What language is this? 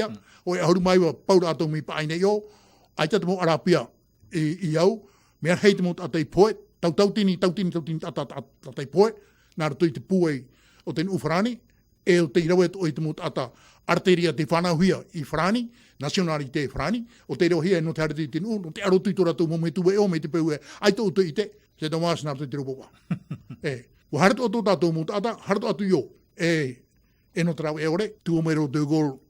Tahitian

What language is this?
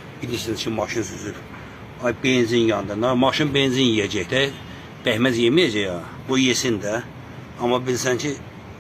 Azerbaijani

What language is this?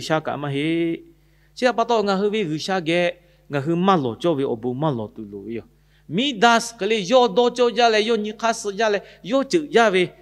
Lahu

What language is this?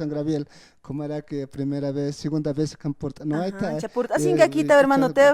Aymara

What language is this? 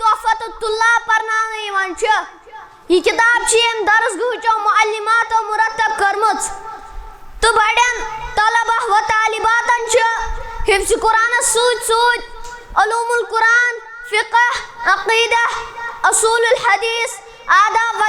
Kashmiri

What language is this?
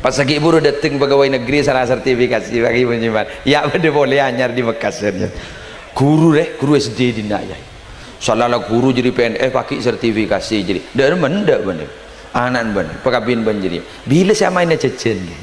Madurese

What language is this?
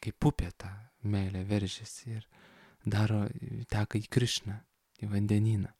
Lithuanian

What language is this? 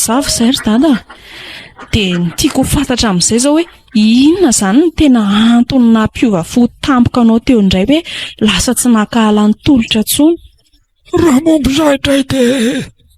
Malagasy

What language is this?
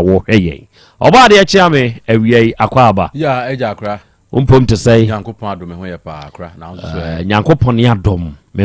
Akan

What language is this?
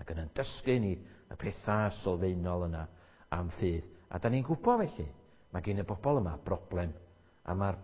Welsh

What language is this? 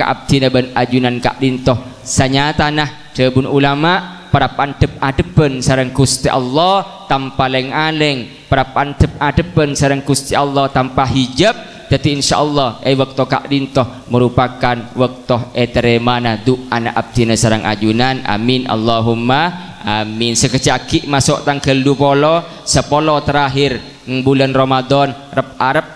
Madurese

